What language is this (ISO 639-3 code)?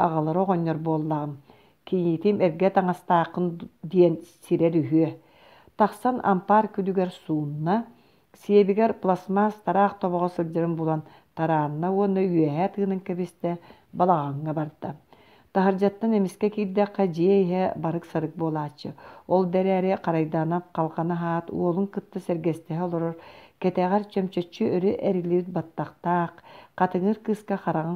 sah